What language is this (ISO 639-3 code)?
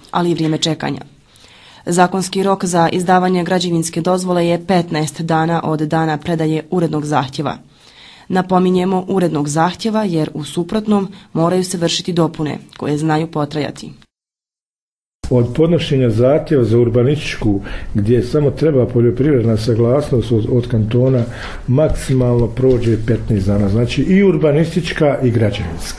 bos